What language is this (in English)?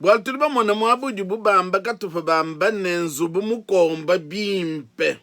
Luba-Lulua